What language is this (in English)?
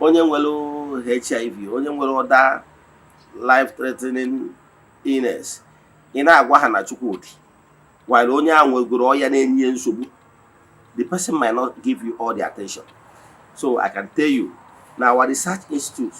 Igbo